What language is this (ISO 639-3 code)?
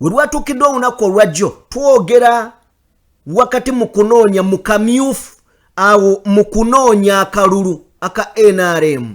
lug